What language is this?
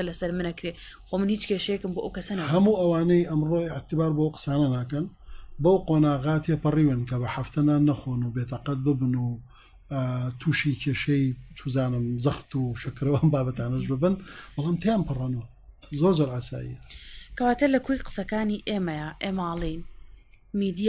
Central Kurdish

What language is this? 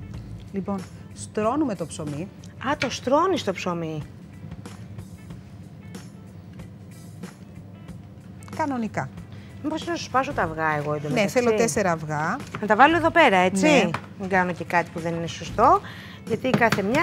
Greek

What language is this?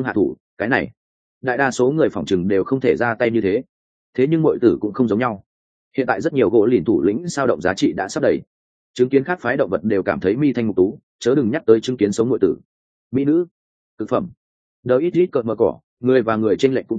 Vietnamese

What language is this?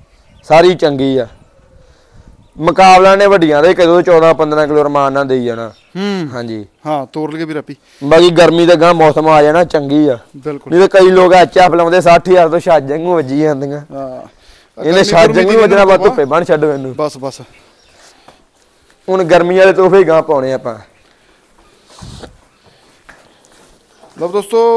Punjabi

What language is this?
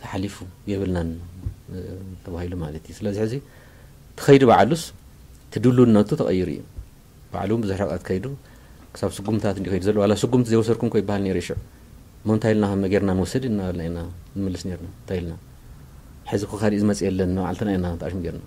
Tigrinya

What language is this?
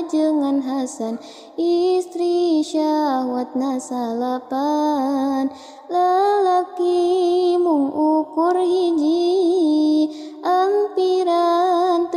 Sundanese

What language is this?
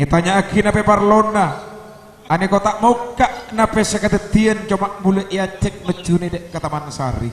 Madurese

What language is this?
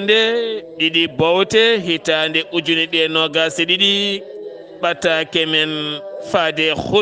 Fula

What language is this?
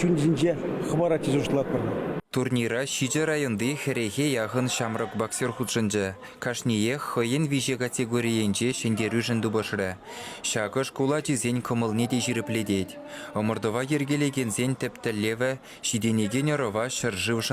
Chuvash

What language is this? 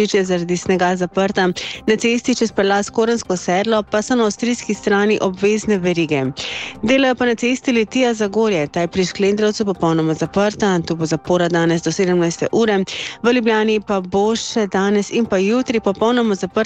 Slovenian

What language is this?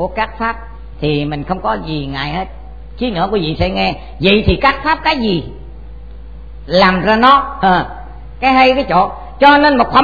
Vietnamese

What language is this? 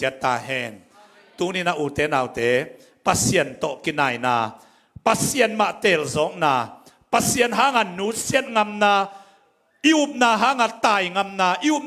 Tedim Chin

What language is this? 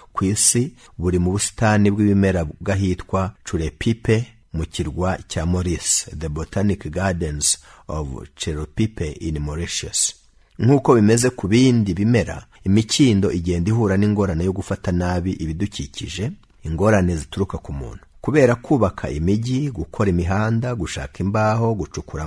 Kinyarwanda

